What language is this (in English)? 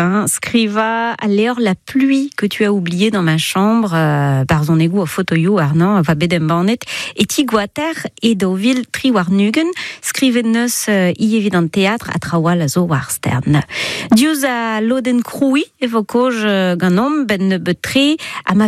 Breton